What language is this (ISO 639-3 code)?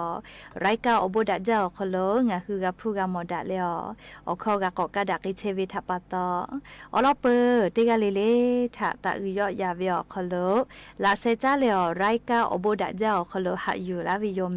lhu